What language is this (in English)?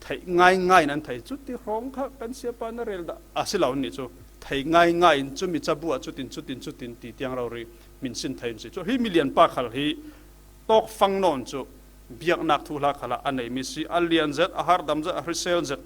Falam Chin